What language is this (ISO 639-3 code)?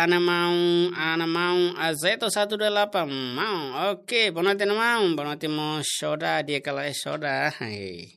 tet